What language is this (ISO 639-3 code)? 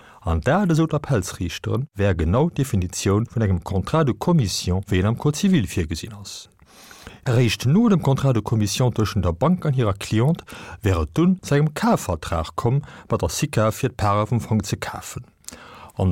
ltz